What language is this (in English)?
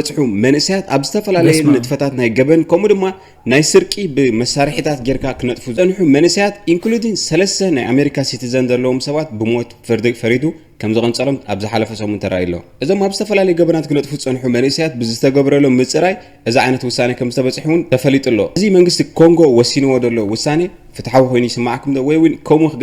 Tigrinya